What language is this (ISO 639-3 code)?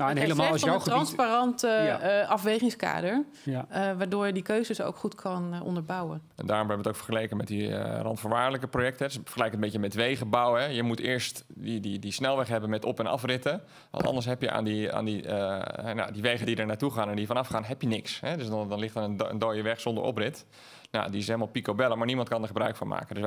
nld